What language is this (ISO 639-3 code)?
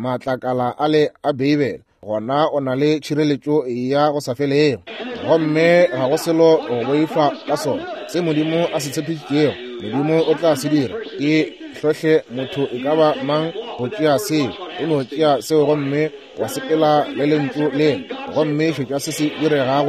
nso